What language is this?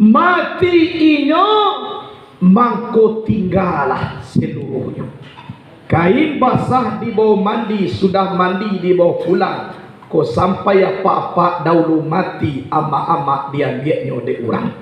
Minangkabau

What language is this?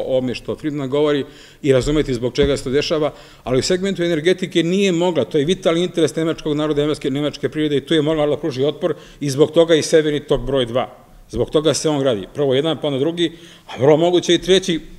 Serbian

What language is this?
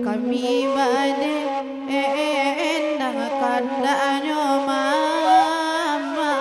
Minangkabau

